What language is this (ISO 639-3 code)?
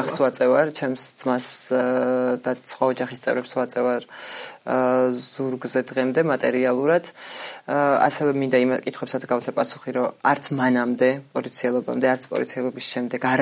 kat